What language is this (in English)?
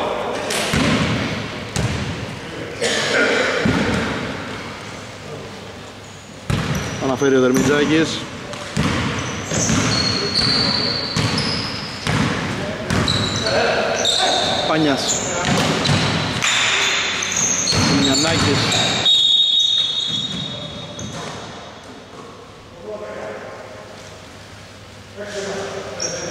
Greek